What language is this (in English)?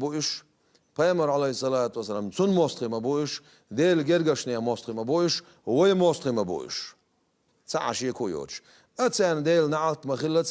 Chechen